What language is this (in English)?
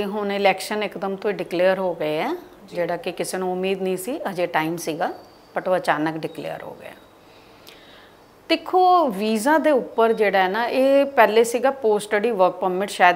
Punjabi